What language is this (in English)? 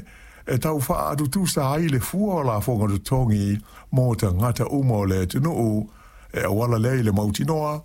Samoan